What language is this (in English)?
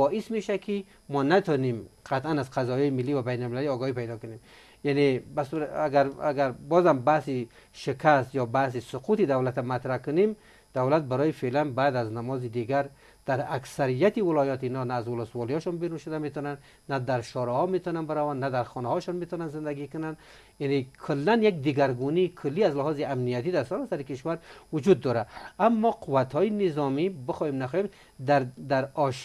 Persian